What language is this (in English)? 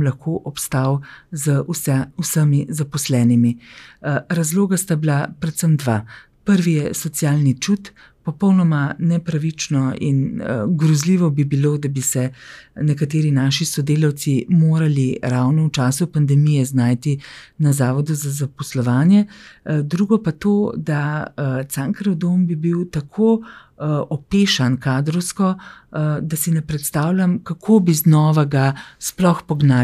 Slovenian